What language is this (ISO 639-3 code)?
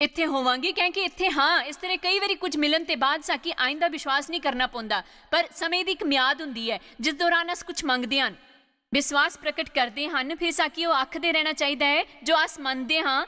doi